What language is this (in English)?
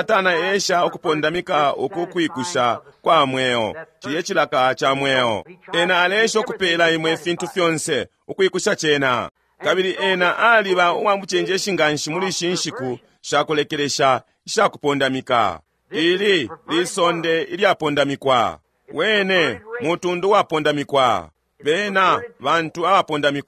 Bemba